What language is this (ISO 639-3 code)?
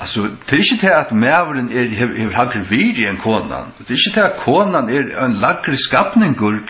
fao